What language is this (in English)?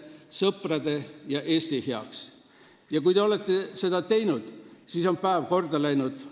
Estonian